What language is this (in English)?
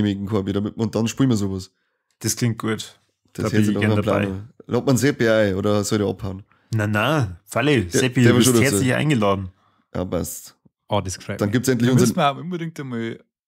Bavarian